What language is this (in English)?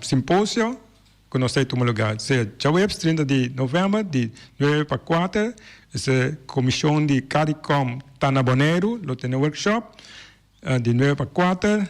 Papiamento